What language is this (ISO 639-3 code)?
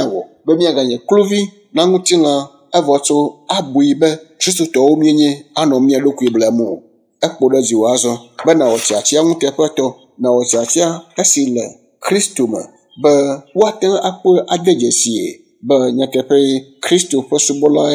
ewe